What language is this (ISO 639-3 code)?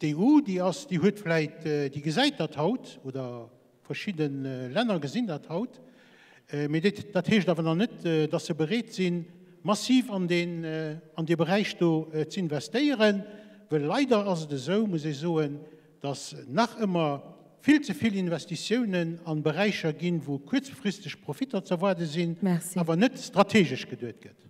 ltz